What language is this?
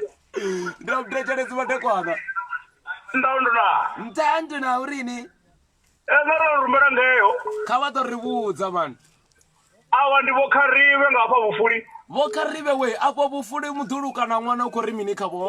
Venda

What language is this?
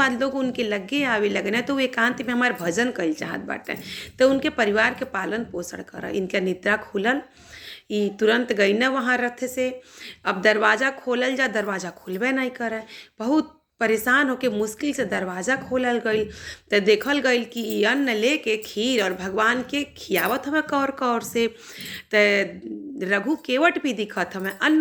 Bhojpuri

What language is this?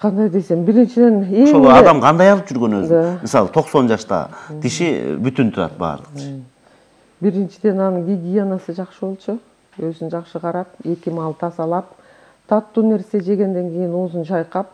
Kyrgyz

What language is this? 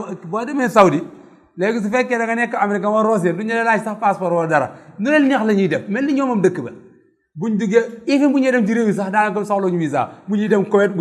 Wolof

